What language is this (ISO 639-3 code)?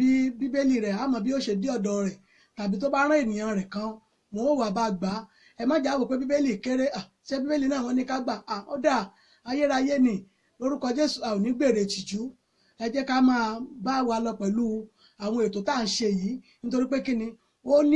yor